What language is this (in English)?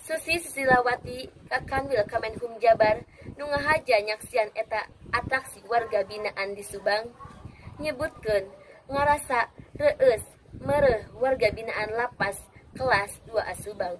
Sundanese